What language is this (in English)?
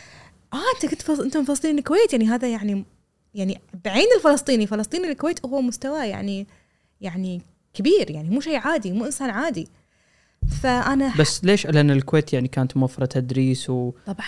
Gulf Arabic